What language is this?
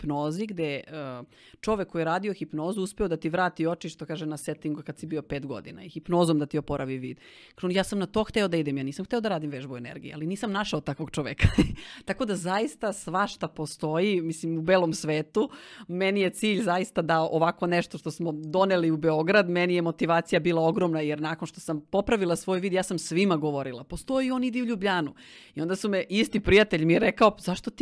Serbian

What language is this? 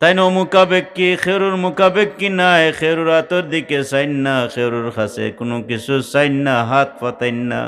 Sylheti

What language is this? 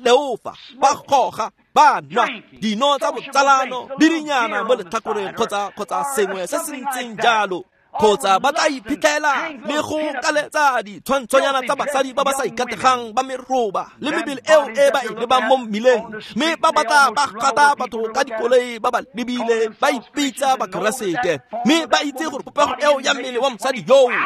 Tswana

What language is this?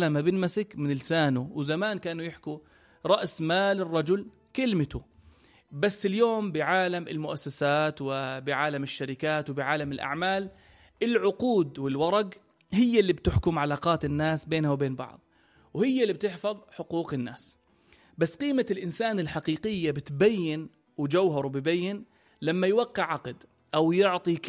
North Levantine Arabic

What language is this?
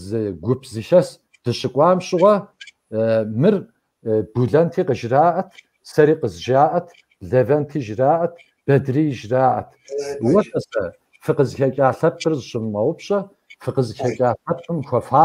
Kabardian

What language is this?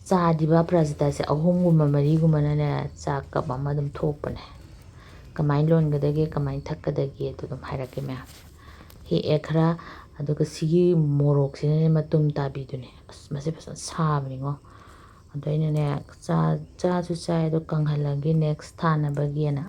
Manipuri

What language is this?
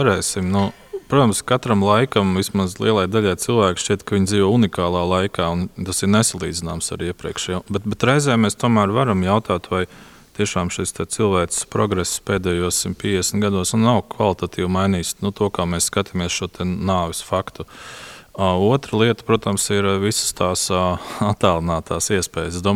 Latvian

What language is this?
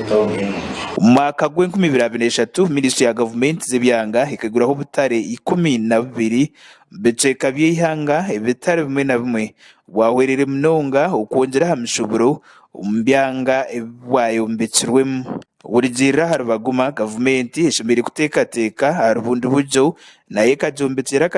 Nyankole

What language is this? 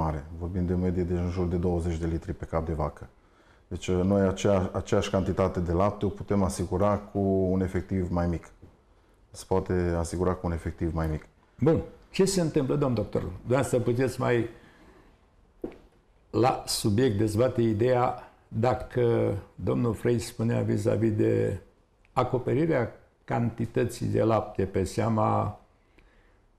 Romanian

